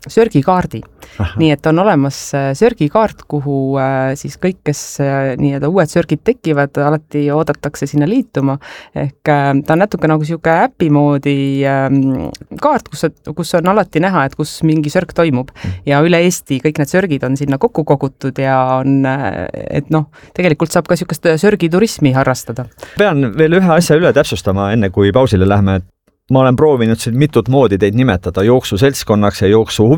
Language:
Estonian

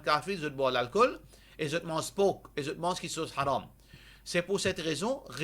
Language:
Morisyen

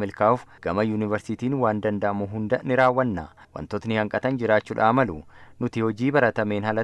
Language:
Oromo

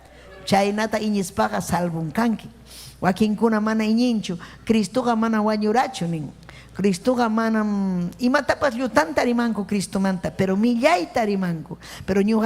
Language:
Ayacucho Quechua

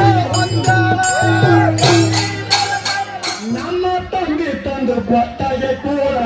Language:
Kannada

